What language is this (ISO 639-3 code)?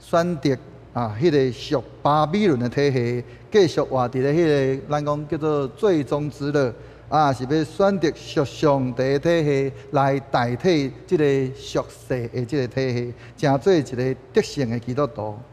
nan